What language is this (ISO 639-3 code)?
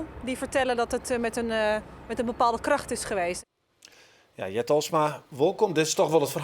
fry